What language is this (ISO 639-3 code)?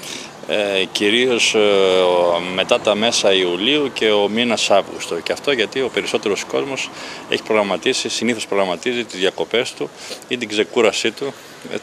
ell